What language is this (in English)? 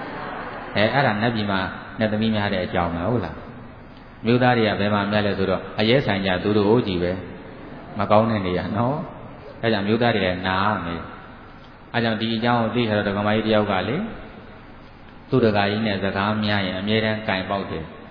Burmese